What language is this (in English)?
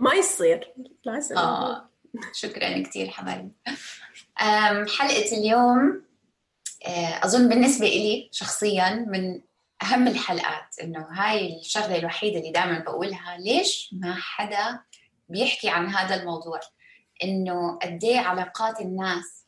North Levantine Arabic